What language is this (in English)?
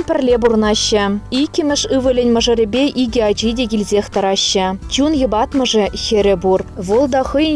Chuvash